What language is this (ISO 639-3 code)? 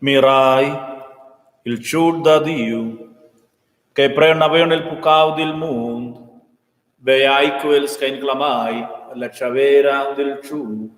roh